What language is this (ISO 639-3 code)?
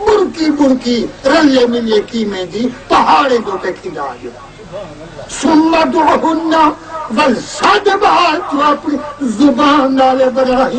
skr